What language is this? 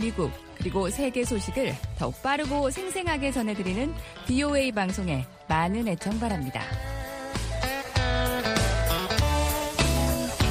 Korean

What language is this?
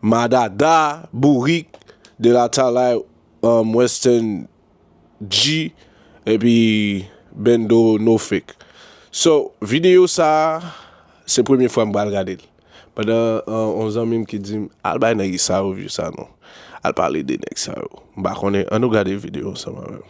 Haitian Creole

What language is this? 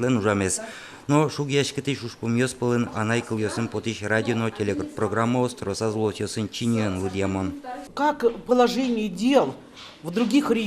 Udmurt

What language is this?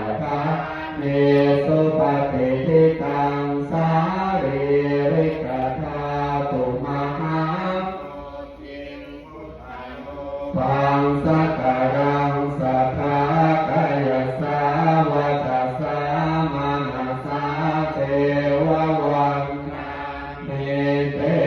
Pali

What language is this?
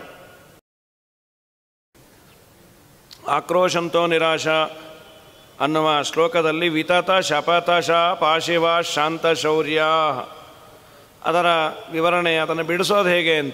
Kannada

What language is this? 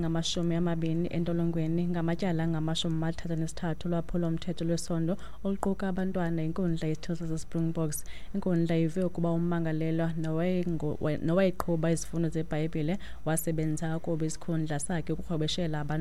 Xhosa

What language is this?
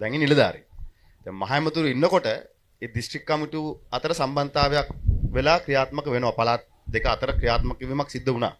Sinhala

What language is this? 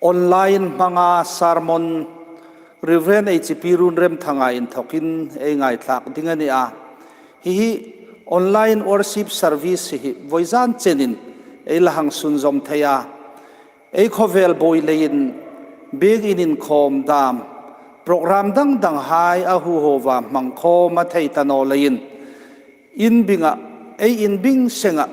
Hmar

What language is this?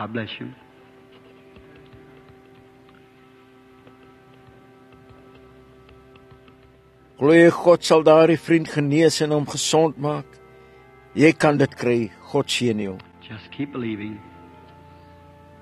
Afrikaans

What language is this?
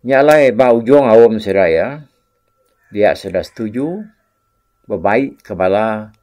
Iban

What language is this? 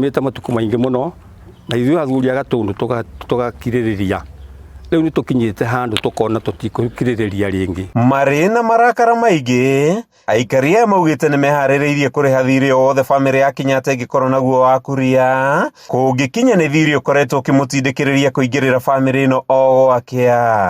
Kikuyu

